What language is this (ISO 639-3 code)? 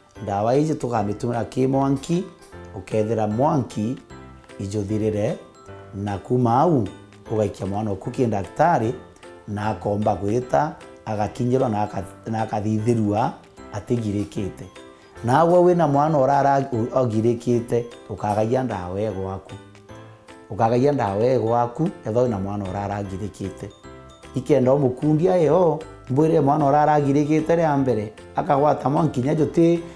mer